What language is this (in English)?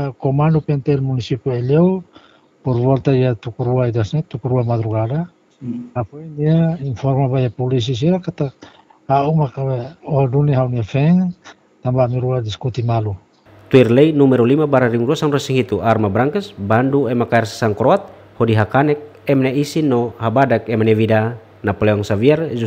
Tetum